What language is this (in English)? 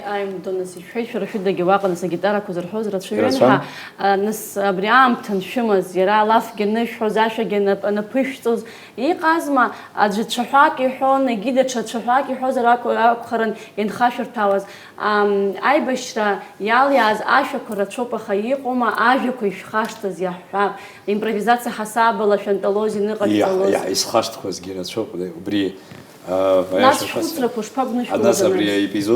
Abkhazian